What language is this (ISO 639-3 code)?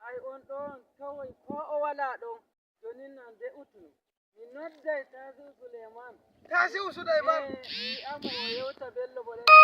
fuv